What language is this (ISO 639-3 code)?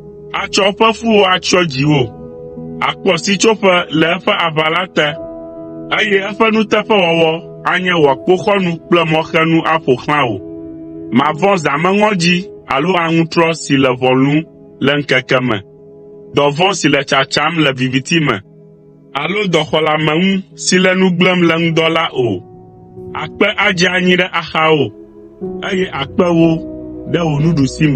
ewe